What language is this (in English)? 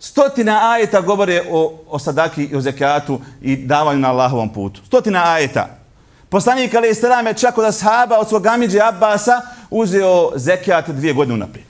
Bosnian